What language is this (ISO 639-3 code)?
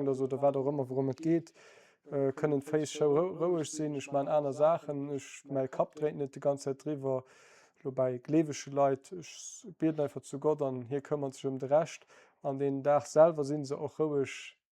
ltz